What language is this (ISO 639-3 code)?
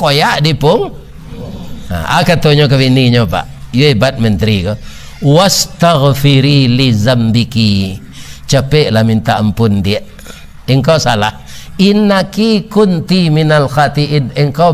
min